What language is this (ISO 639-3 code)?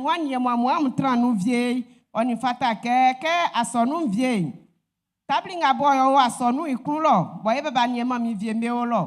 bci